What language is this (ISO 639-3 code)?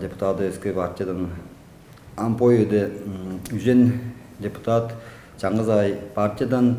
tyv